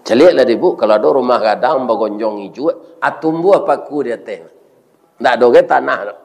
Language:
Minangkabau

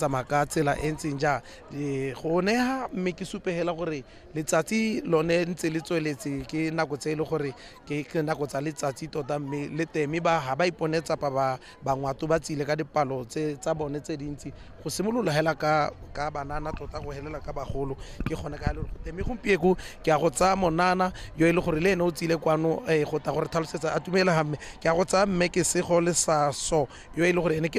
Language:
Tswana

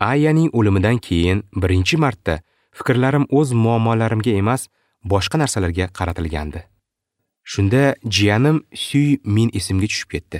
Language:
Uzbek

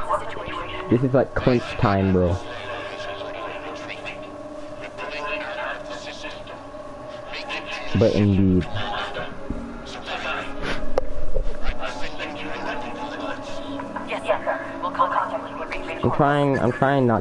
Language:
English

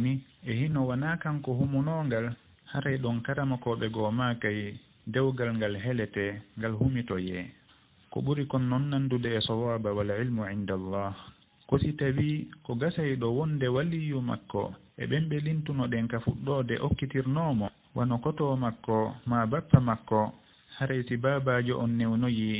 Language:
Fula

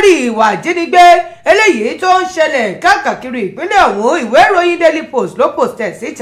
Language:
Yoruba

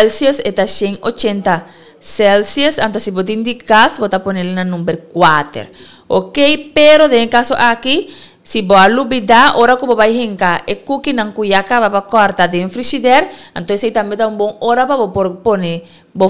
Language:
Papiamento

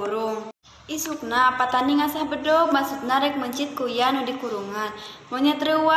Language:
Sundanese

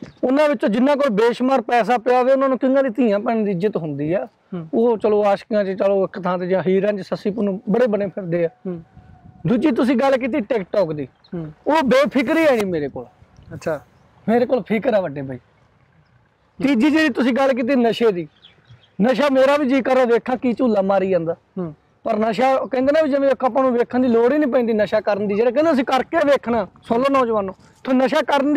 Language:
Punjabi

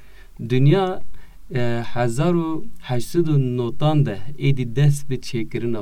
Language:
Kurdish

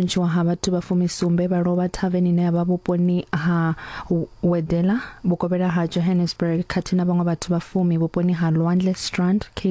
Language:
Venda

